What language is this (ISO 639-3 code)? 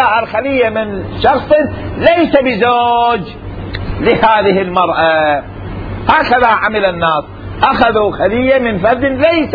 acm